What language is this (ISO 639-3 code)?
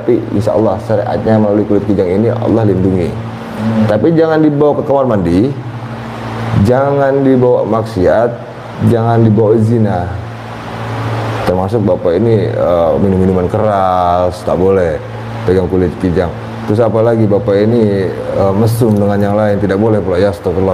ind